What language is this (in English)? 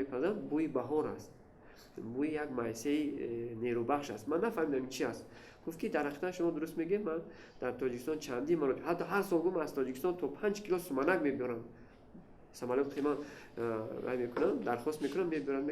Tajik